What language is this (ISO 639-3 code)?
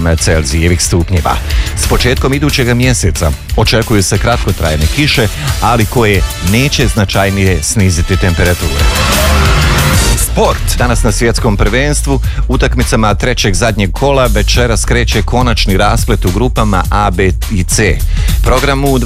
hrv